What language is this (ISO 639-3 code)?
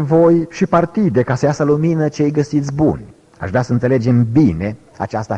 ron